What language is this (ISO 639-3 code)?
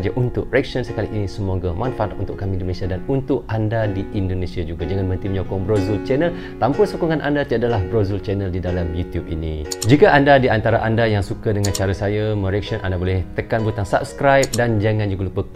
msa